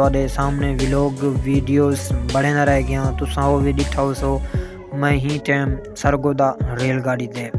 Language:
Saraiki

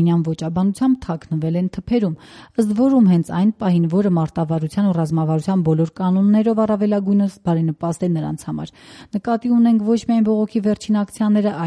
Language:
Armenian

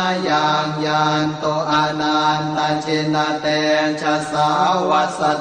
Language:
Pali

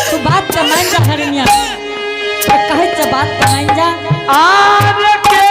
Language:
Angika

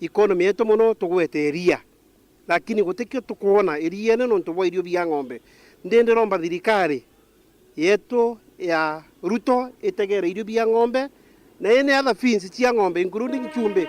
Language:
Meru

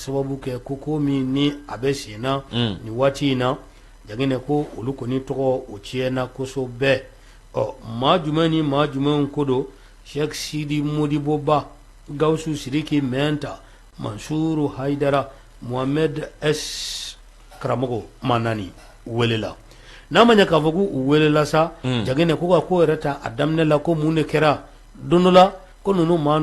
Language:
Bambara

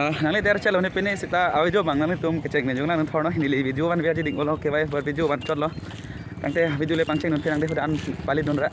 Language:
Karbi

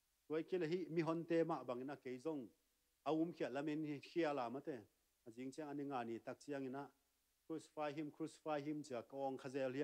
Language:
Tedim Chin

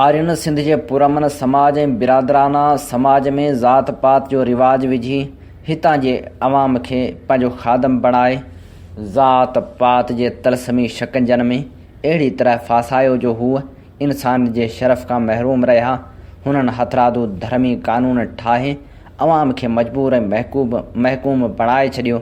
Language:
Sindhi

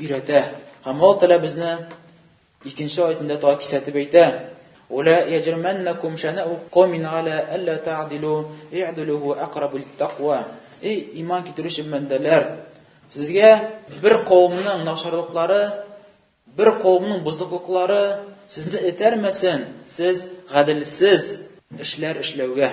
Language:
Tatar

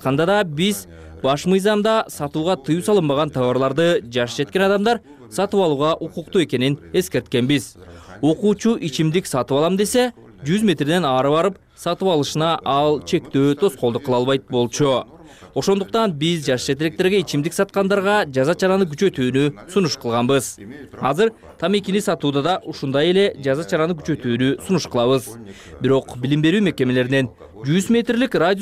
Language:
Kyrgyz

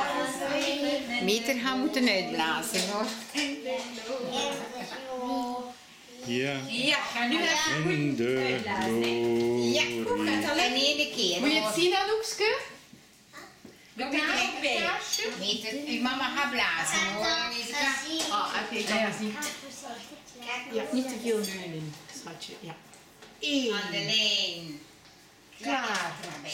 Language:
Dutch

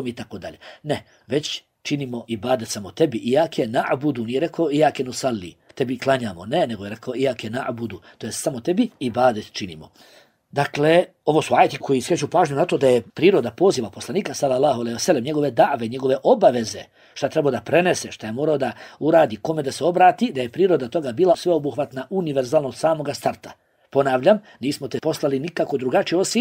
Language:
Bosnian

